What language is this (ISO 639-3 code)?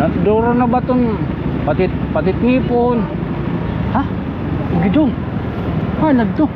war